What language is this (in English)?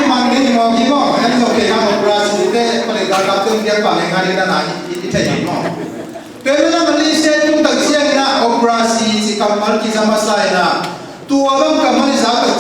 Tedim Chin